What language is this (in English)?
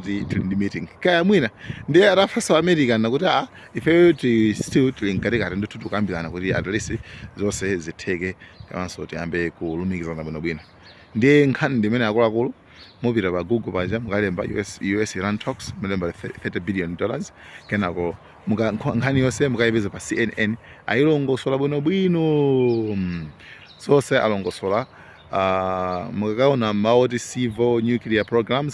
Nyanja